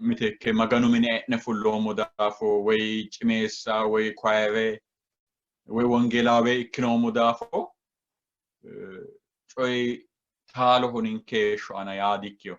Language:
Sidamo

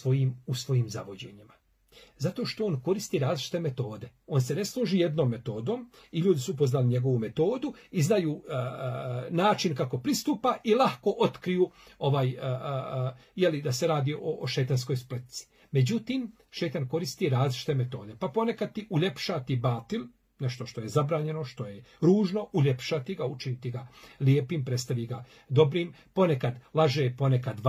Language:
Bosnian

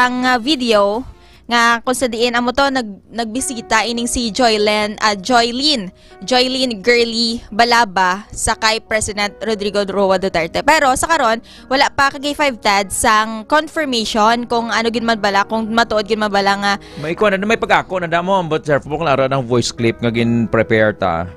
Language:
Hiligaynon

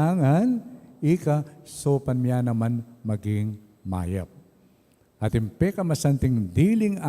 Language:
Pampanga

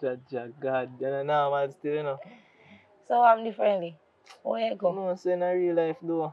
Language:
Jamaican Creole English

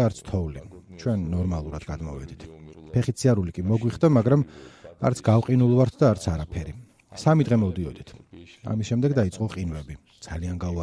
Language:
Georgian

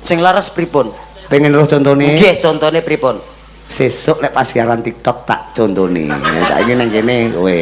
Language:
Javanese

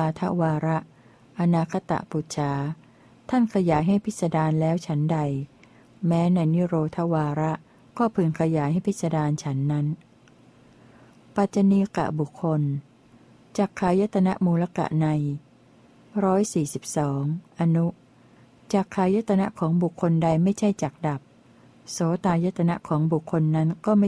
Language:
Thai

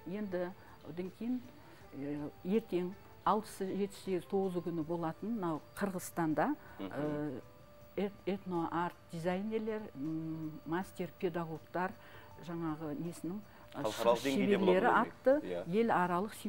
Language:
Kazakh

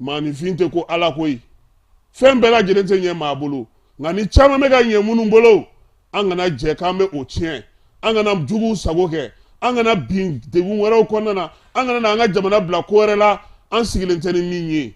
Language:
Bambara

